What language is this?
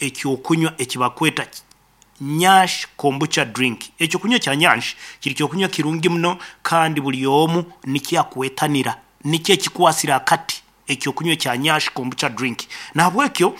Nyoro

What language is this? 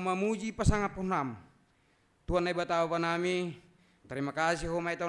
Batak Simalungun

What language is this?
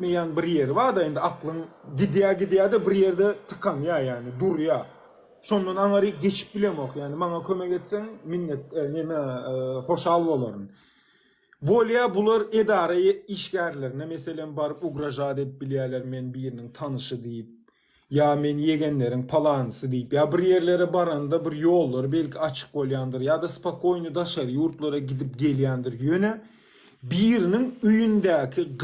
Turkmen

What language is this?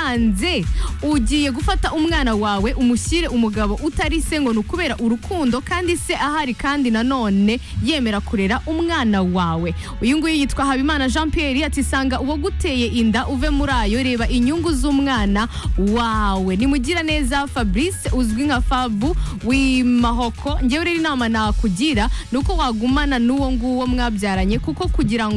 Kinyarwanda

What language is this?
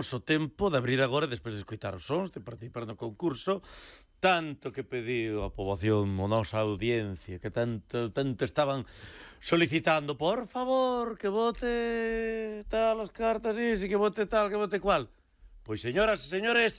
Galician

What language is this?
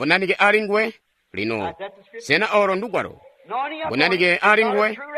Tonga (Zambia)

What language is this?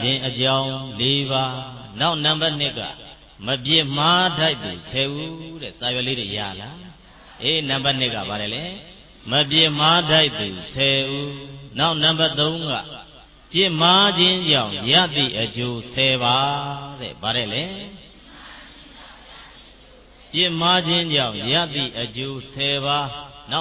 Burmese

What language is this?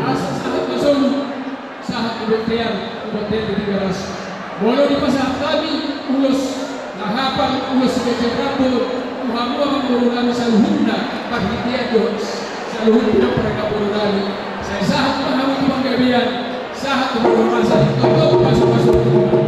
Batak Toba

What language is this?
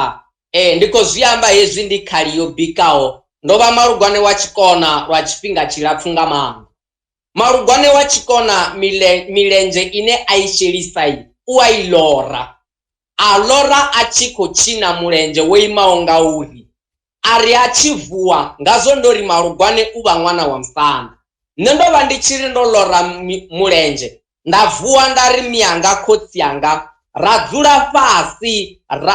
Venda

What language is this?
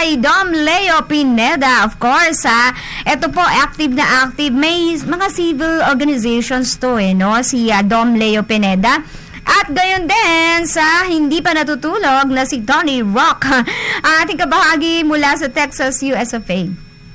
Filipino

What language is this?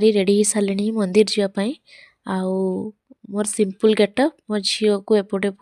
Odia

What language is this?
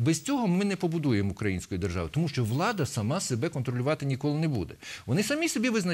Ukrainian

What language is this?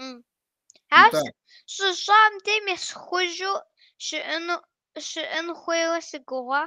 Kabardian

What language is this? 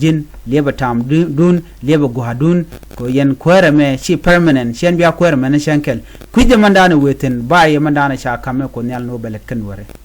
Nuer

